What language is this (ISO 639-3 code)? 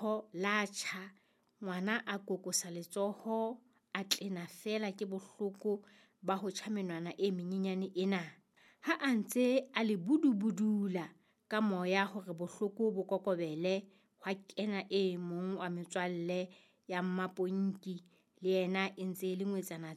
sot